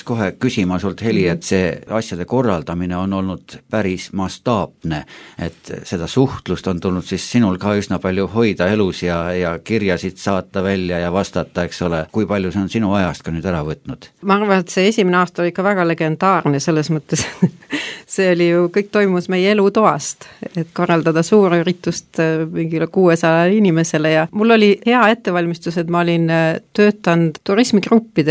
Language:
Estonian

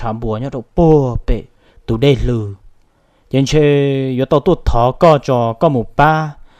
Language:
Hmong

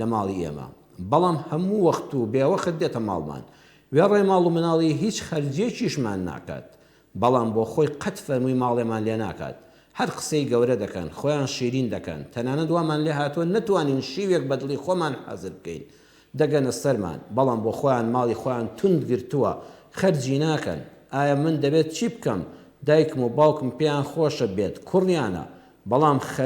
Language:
Central Kurdish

